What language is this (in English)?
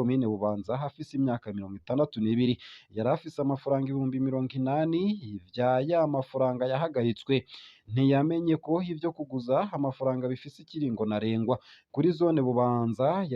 Rundi